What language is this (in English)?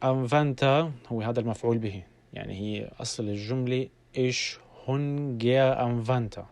North Levantine Arabic